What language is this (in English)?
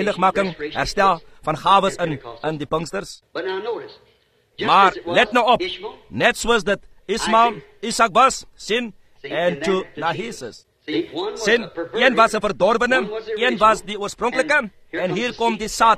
Afrikaans